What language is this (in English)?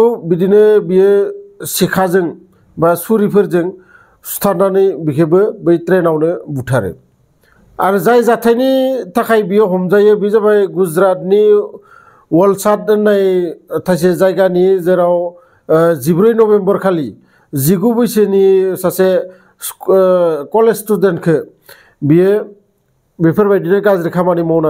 Bodo